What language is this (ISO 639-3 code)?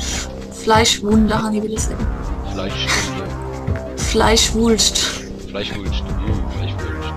gsw